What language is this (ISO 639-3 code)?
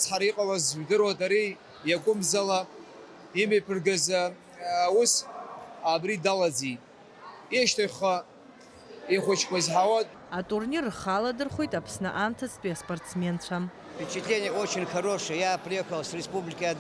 abk